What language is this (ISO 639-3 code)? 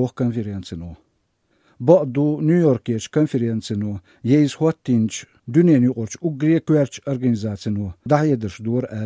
che